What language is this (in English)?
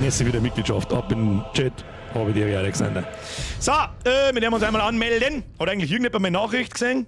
Bavarian